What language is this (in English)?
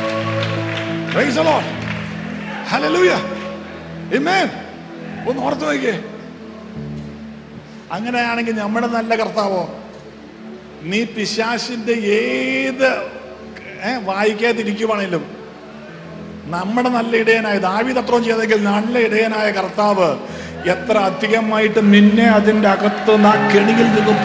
Malayalam